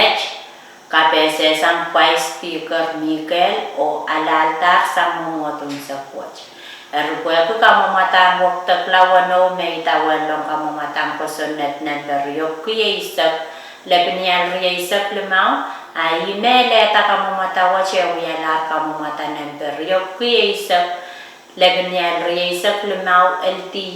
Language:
Pohnpeian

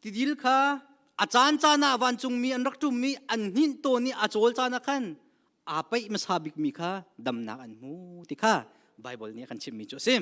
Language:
Hakha Chin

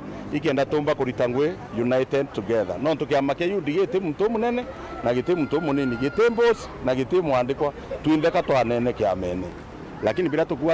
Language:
Meru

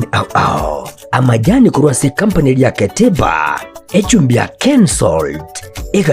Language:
Gusii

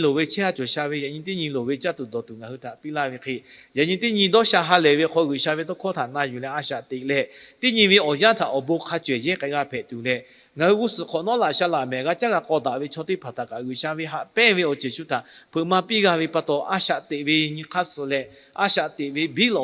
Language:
Lahu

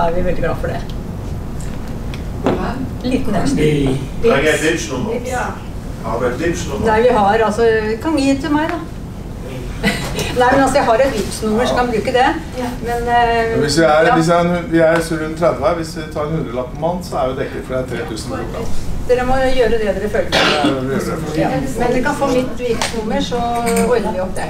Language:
Norwegian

